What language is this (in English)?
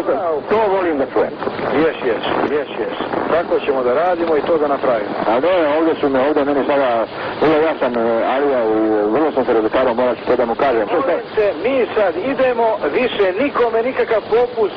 Bosnian